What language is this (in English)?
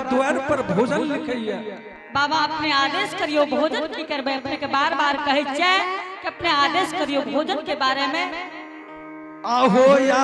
Angika